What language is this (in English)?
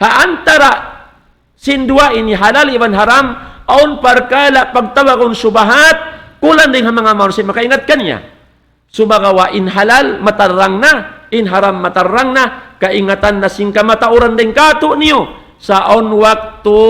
Tausug